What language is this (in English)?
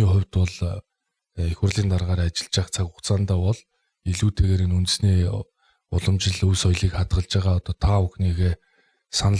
Mongolian